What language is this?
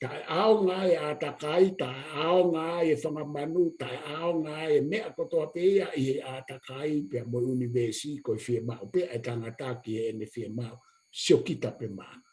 Tongan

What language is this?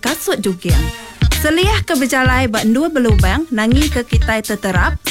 Iban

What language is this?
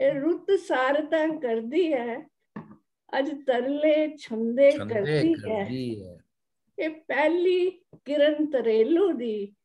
Dogri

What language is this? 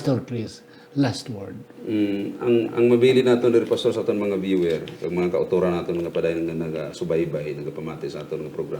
Hiligaynon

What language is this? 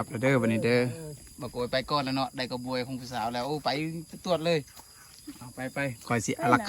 Lao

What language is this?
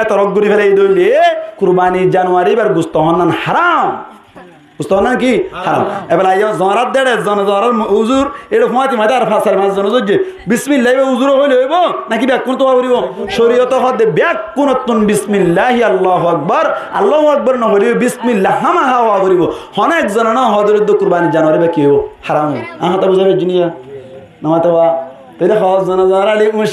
Rohingya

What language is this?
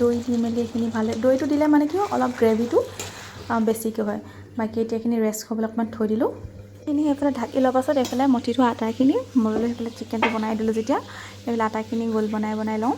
Assamese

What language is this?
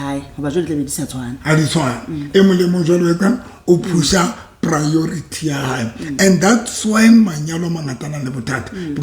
Southern Sotho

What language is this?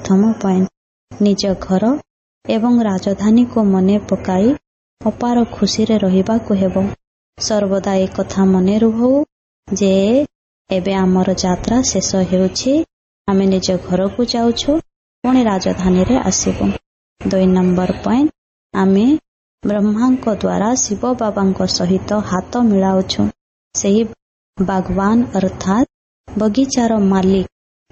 Odia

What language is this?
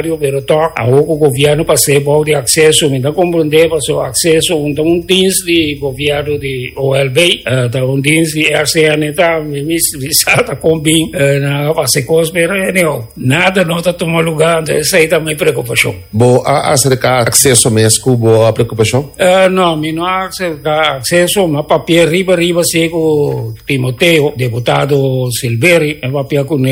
Papiamento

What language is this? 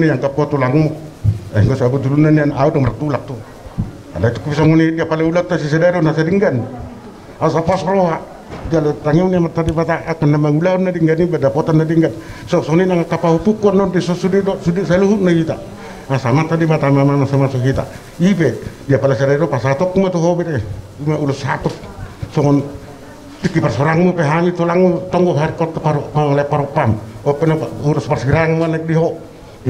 Batak Toba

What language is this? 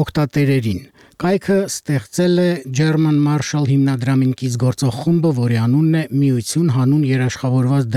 Armenian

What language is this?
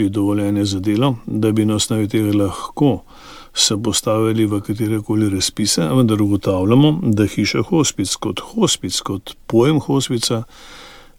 Slovenian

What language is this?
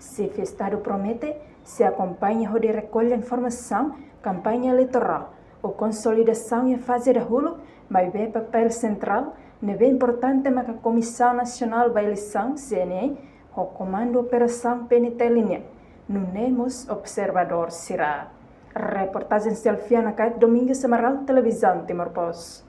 Tetum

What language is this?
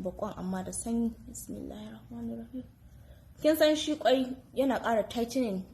Hausa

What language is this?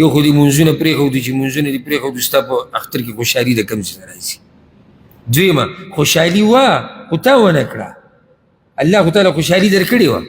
Pashto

